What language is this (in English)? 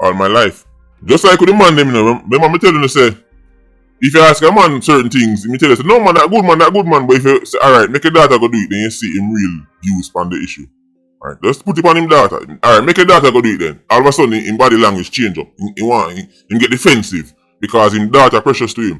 Jamaican Creole English